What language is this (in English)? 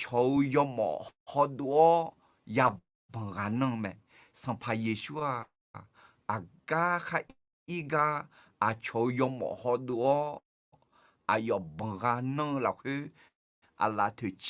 Akha